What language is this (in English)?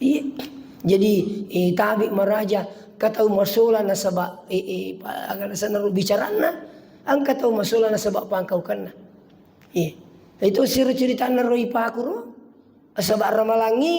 Buginese